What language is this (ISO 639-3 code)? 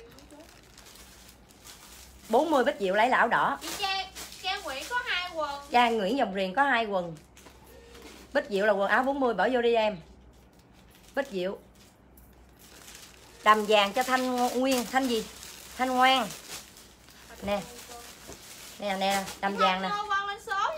vie